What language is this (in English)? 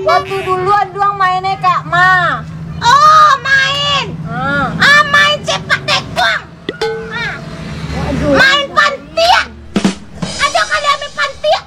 Minangkabau